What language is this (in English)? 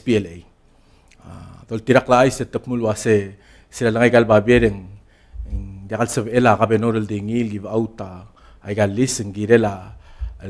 Palauan